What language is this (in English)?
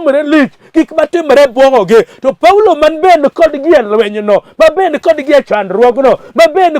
Luo (Kenya and Tanzania)